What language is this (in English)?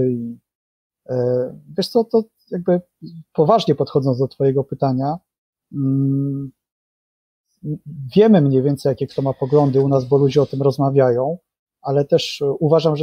Polish